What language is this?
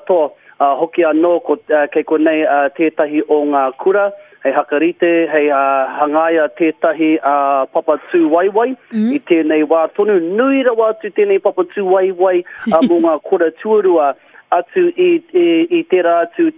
Māori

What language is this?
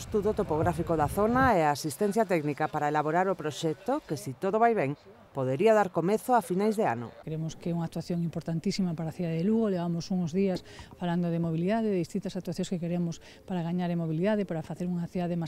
Galician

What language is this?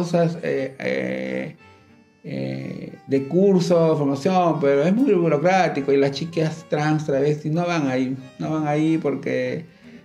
Spanish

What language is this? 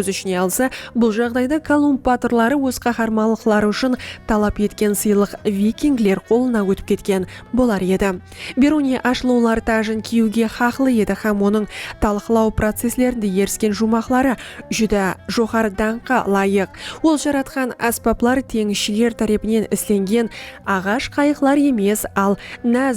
Kara-Kalpak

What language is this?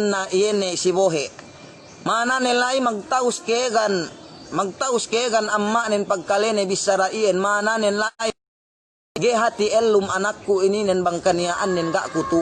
Yakan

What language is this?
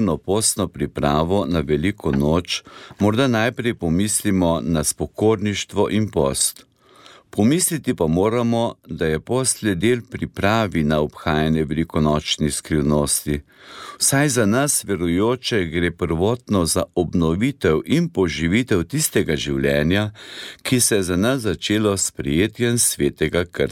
Slovenian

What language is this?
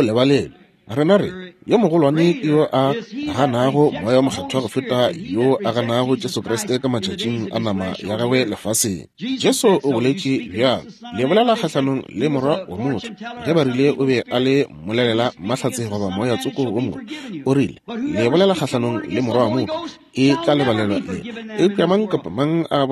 Northern Sotho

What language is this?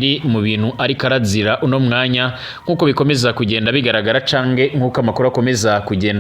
Rundi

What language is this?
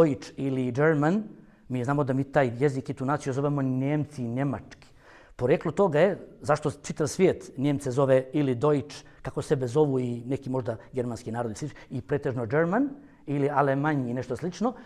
Bosnian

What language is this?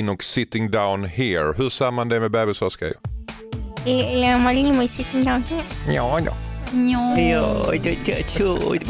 Swedish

